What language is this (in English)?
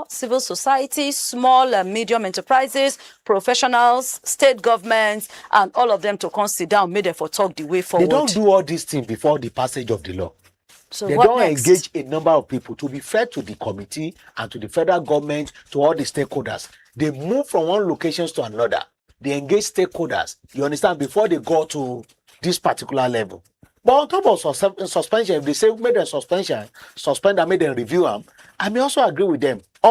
Nigerian Pidgin